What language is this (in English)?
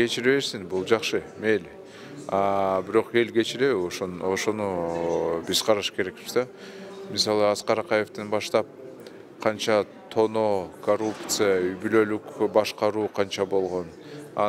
Kyrgyz